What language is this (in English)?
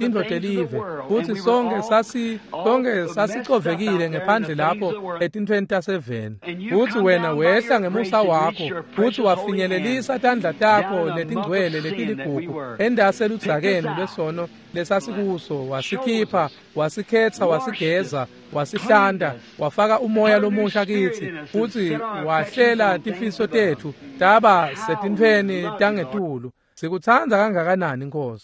Swati